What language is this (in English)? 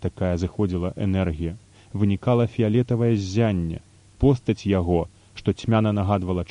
Belarusian